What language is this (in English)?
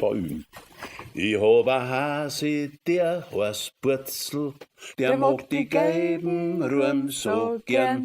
Bavarian